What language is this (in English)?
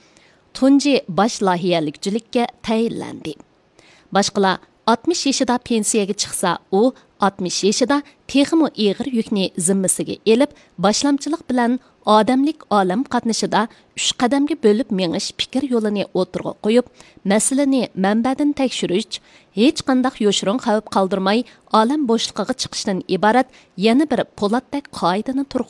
Uyghur